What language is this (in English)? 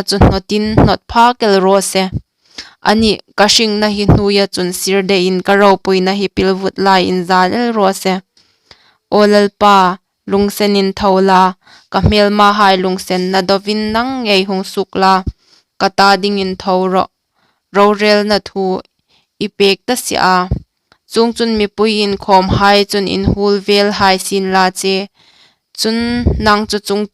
Hmar